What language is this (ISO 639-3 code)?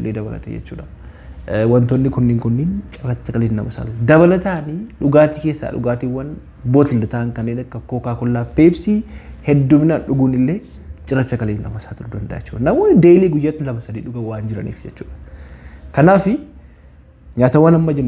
orm